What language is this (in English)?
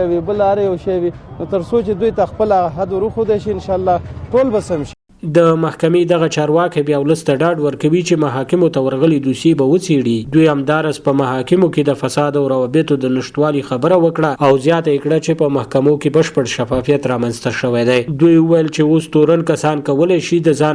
Pashto